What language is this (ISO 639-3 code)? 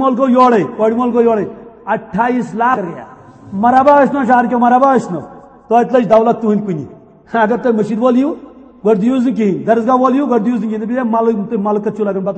kas